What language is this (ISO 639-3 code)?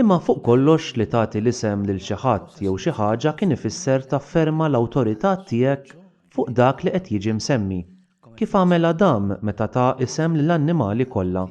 mlt